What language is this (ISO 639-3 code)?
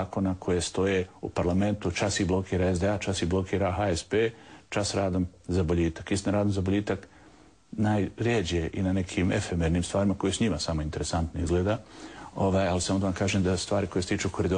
bos